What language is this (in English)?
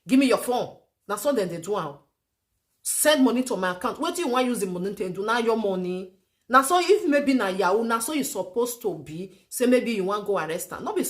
Nigerian Pidgin